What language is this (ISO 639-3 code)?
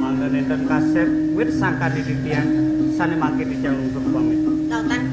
ban